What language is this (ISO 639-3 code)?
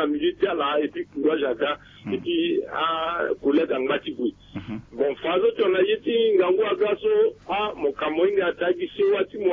sag